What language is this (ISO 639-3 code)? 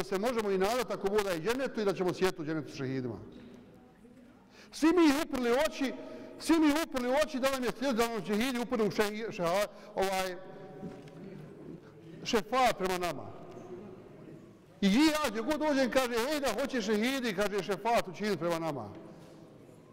bos